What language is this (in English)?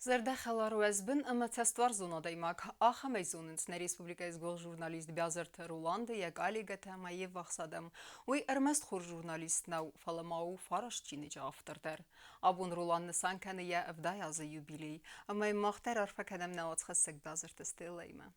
Ossetic